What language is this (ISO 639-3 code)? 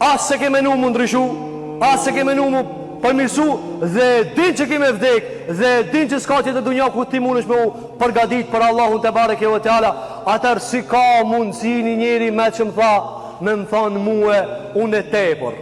sqi